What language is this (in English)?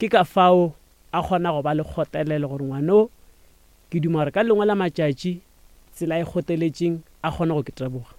Northern Sotho